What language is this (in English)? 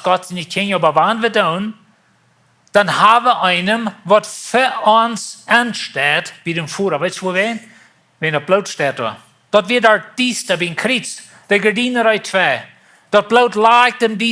Plautdietsch